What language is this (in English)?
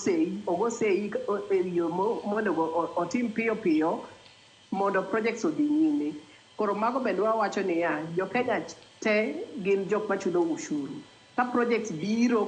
Luo (Kenya and Tanzania)